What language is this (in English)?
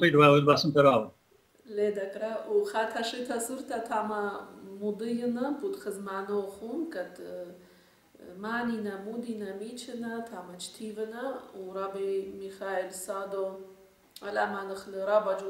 Assyrian Neo-Aramaic